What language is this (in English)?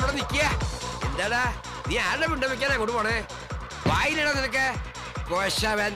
Malayalam